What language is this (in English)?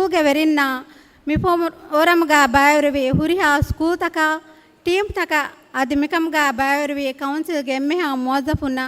Divehi